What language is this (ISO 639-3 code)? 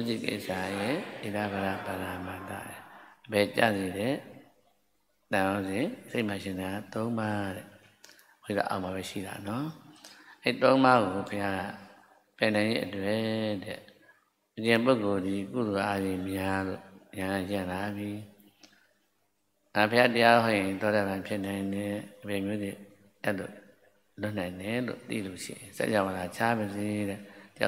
mya